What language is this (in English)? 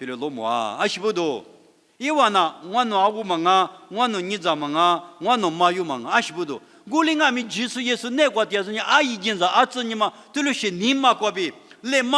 Lisu